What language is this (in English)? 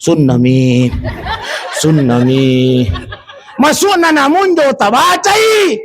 Buginese